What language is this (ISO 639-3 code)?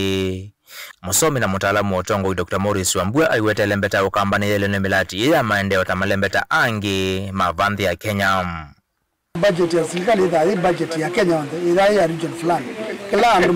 kam